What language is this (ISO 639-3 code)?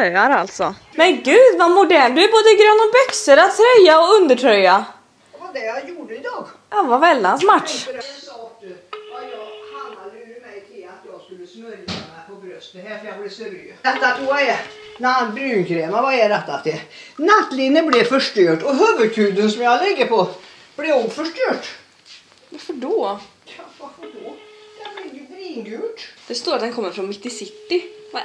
swe